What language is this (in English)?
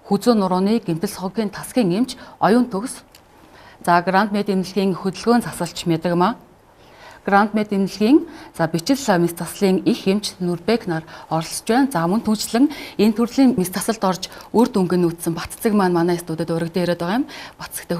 Mongolian